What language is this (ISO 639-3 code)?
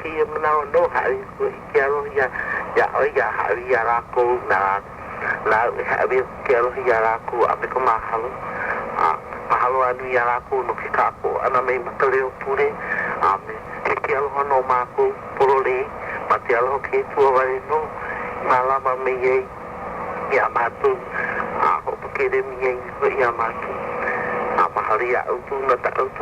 haw